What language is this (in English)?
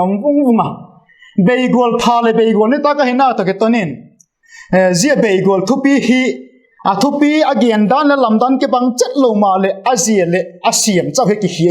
Vaiphei